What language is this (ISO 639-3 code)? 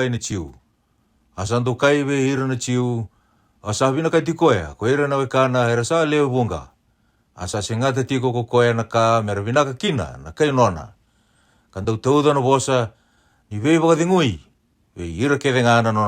fij